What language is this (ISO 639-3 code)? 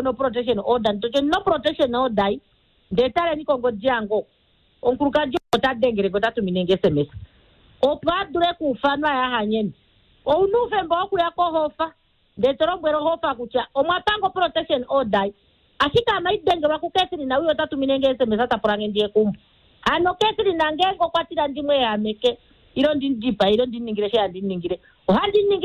kua